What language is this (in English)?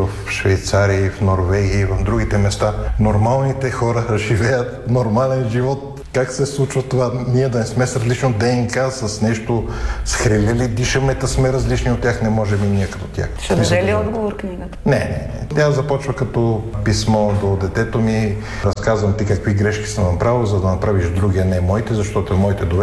Bulgarian